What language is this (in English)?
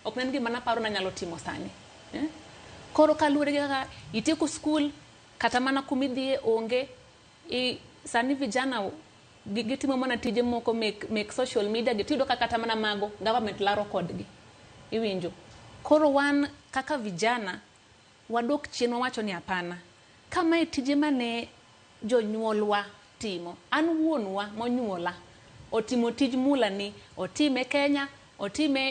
Luo (Kenya and Tanzania)